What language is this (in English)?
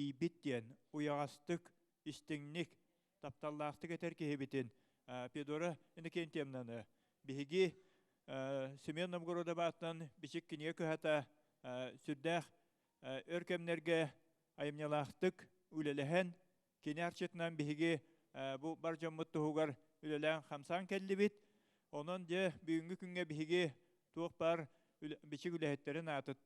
Yakut